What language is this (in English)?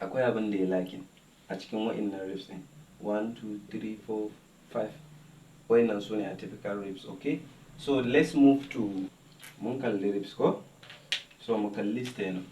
Hausa